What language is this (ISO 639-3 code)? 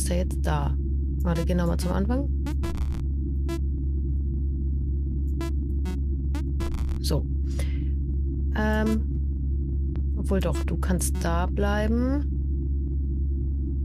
deu